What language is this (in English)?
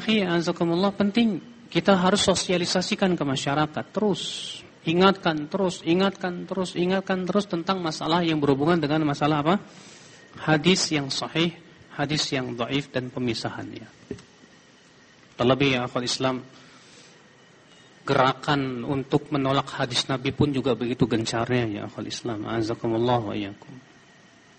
Indonesian